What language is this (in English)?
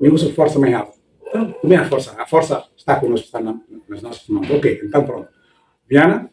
Tetum